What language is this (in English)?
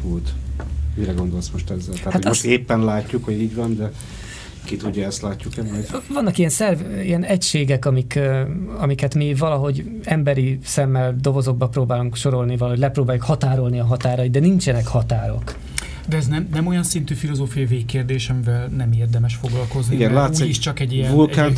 Hungarian